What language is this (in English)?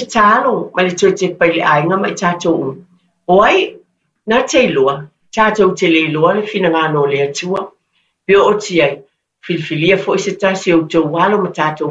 Samoan